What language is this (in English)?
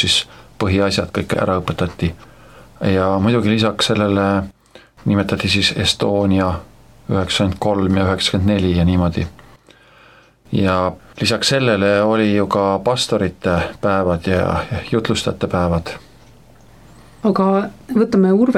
Estonian